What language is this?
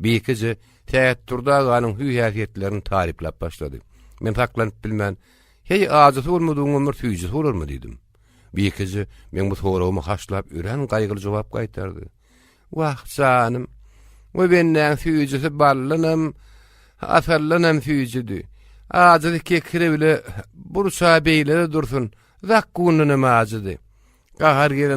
Turkmen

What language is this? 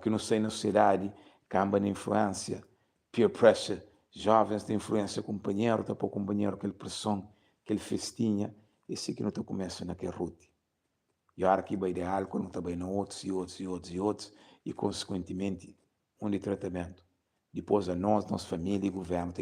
Kabuverdianu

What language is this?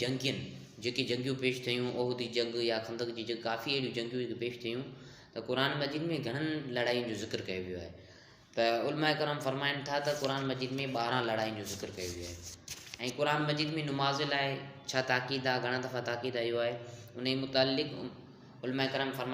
Sindhi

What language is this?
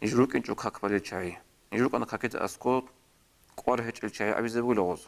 Avaric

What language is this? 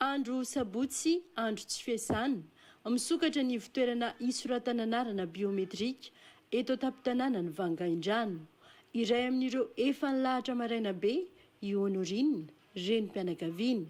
Malagasy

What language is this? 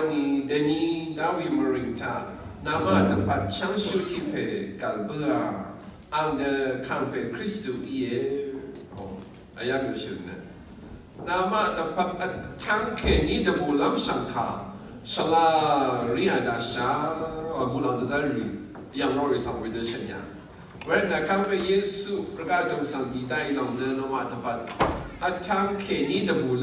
Rawang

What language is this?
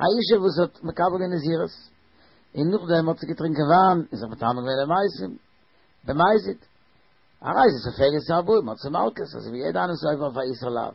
Yiddish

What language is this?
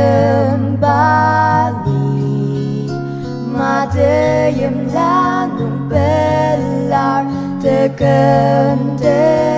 Ao Naga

